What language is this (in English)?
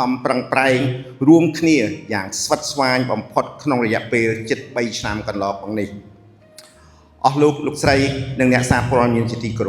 Khmer